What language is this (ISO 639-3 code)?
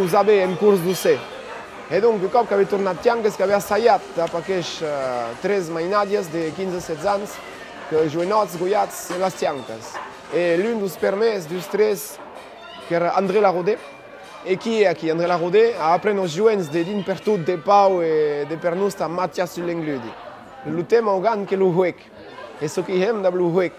oci